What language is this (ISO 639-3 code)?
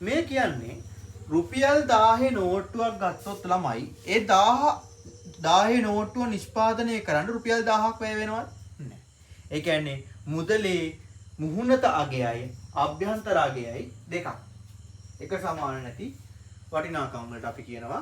sin